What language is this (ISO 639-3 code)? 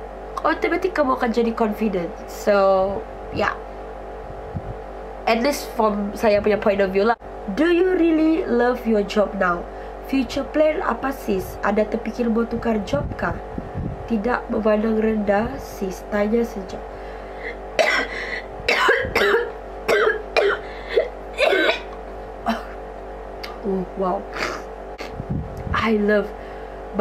msa